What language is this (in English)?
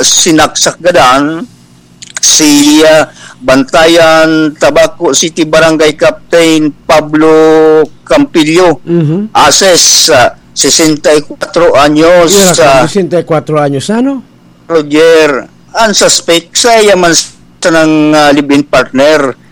Bikol